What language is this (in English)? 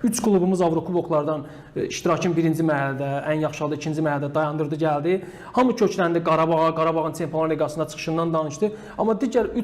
Azerbaijani